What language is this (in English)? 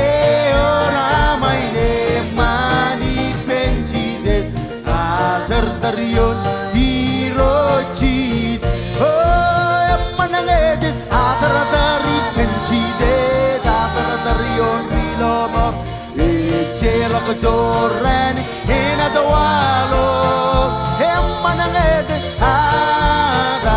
Marshallese